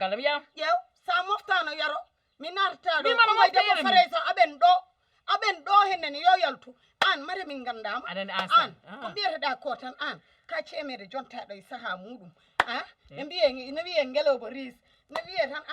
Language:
Fula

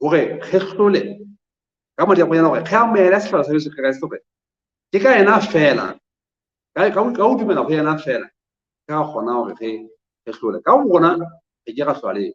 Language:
Southern Sotho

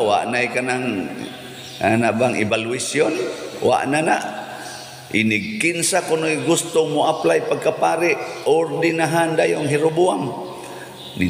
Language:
Cebuano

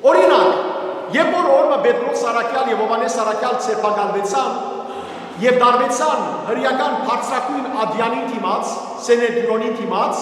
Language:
Western Armenian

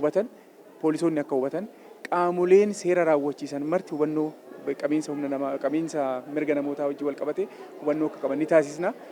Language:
Oromo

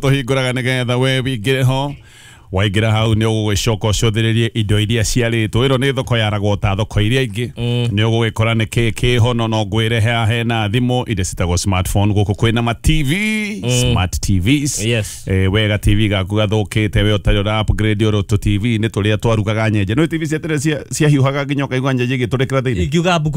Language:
Kikuyu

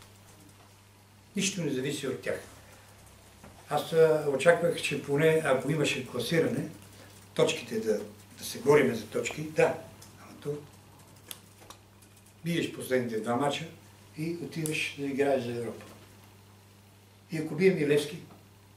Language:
Bulgarian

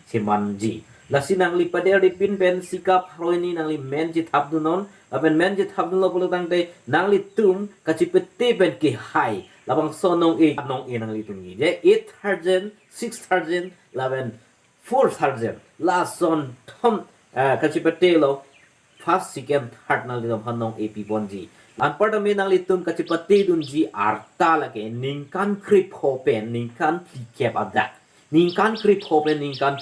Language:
Karbi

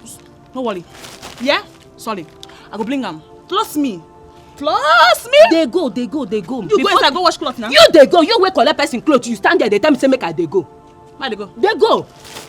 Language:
Nigerian Pidgin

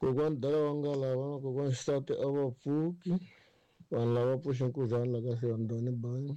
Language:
Tsonga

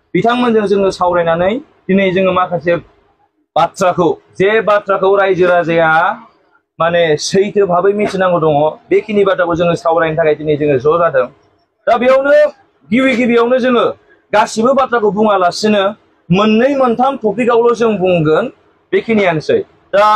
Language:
Bodo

